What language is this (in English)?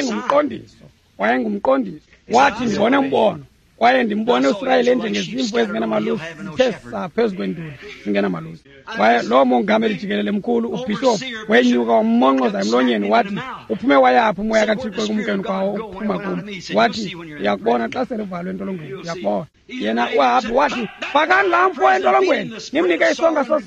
Xhosa